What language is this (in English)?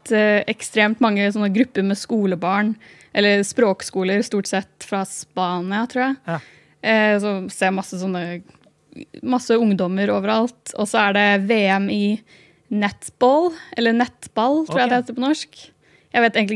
Norwegian